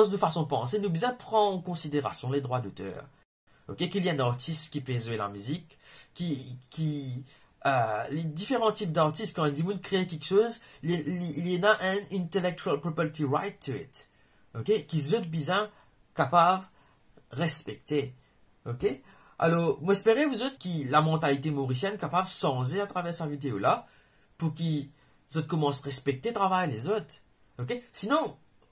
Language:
Morisyen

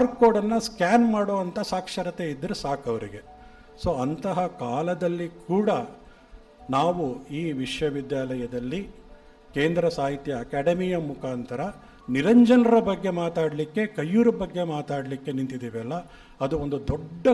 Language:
Kannada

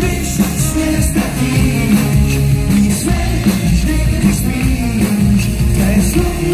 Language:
Czech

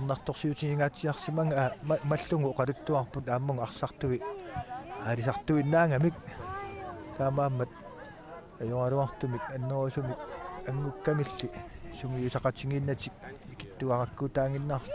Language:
Kalaallisut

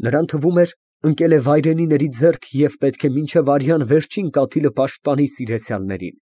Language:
Armenian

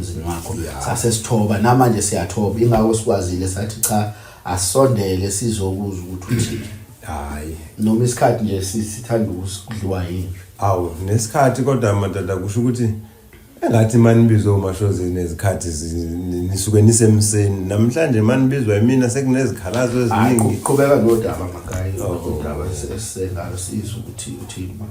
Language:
Zulu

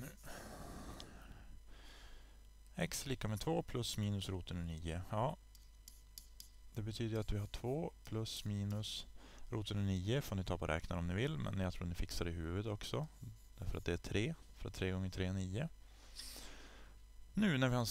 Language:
Swedish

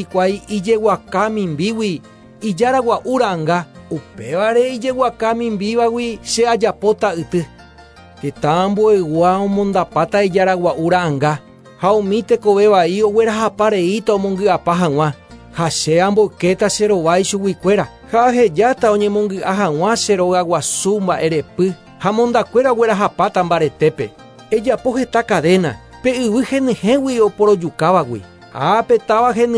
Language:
Guarani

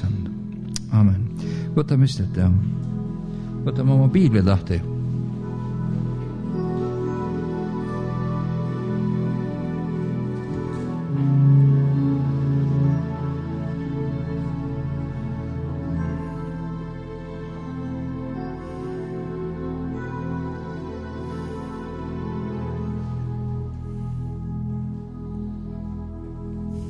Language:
Estonian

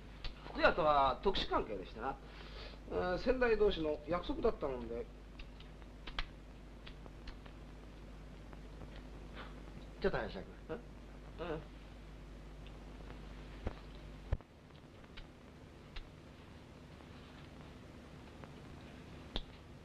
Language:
Japanese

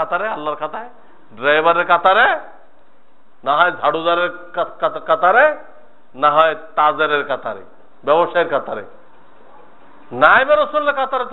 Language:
Bangla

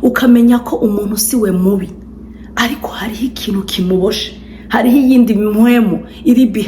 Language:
Rundi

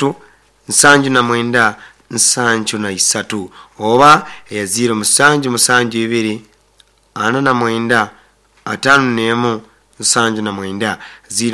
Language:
Nyoro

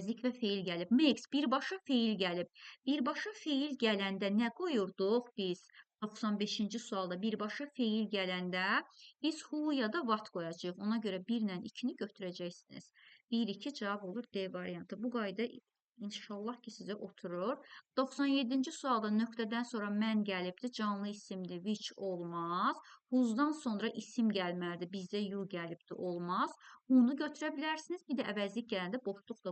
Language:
Azerbaijani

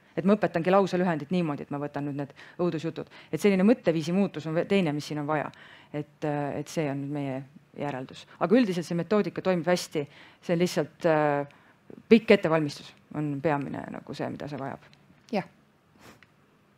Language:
Estonian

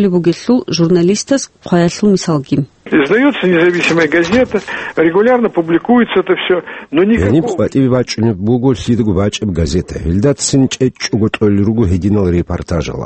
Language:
Avaric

